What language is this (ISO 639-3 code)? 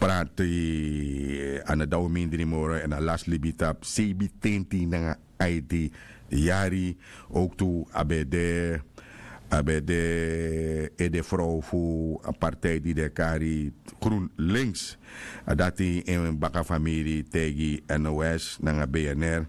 srn